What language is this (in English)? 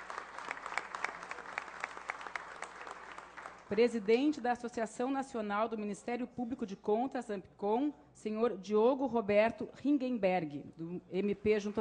Portuguese